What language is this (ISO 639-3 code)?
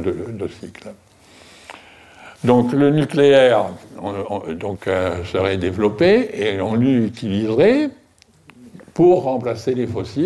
fra